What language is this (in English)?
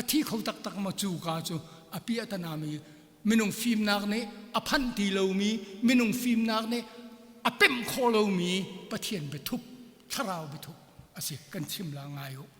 Hakha Chin